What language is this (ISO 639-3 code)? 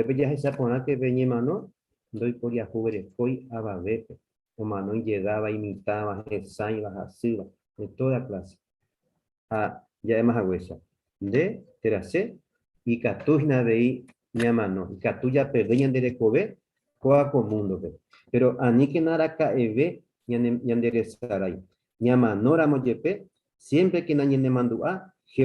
grn